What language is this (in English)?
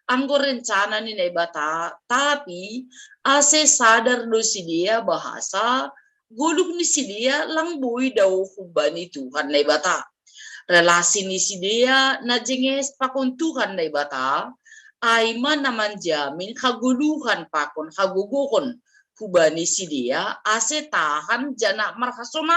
Batak Simalungun